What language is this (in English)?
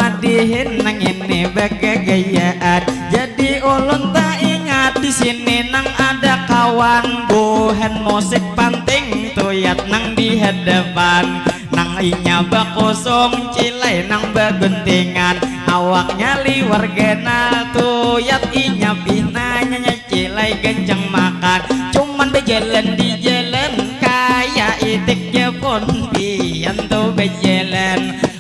Banjar